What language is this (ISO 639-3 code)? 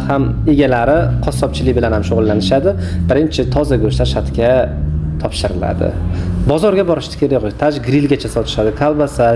uzb